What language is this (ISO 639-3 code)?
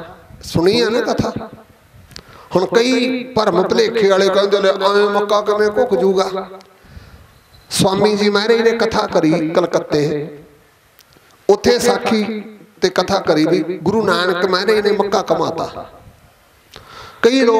pan